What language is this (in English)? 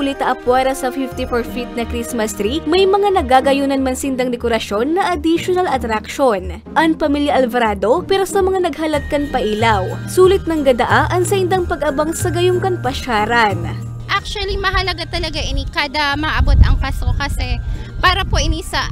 Bikol